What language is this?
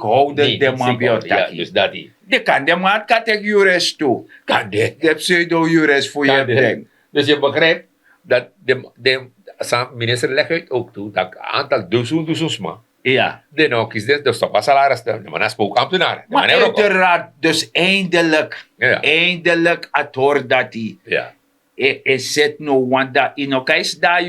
Sranan Tongo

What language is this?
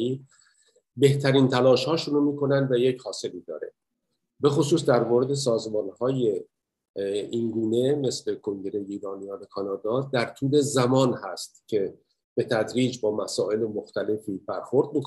Persian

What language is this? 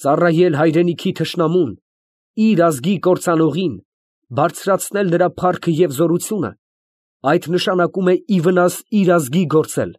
Armenian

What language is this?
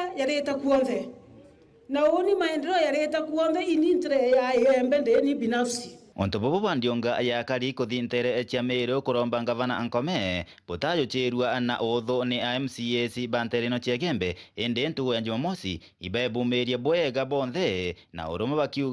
Meru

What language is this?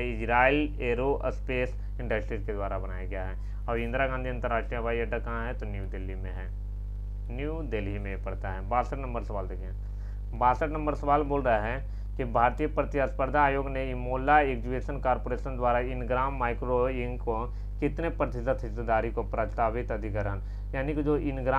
Hindi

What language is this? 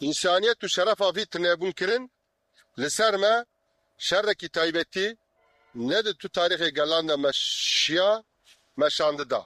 Kurdish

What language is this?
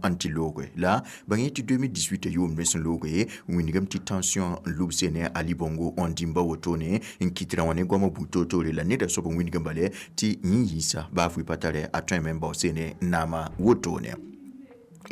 Mossi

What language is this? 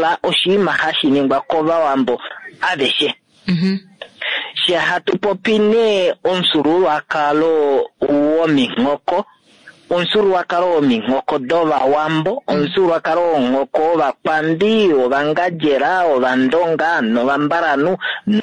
Kuanyama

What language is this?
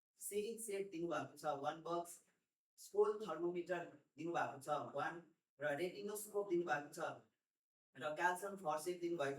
Nepali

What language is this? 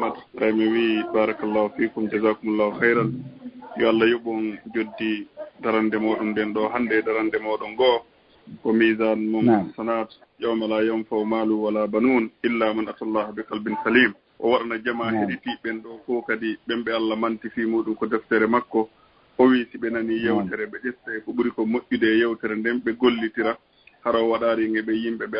Fula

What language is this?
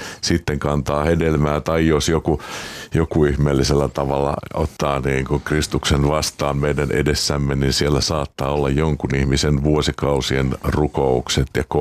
Finnish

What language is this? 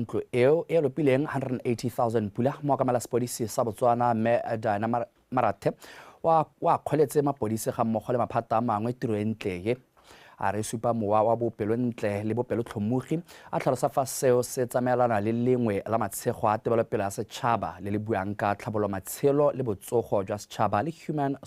Tswana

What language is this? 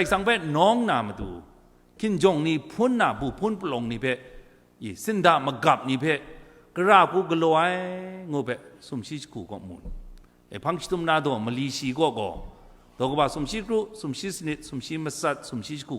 Kachin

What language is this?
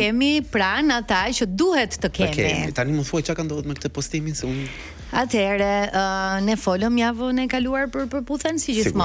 Albanian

